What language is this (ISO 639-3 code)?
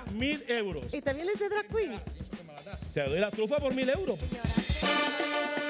spa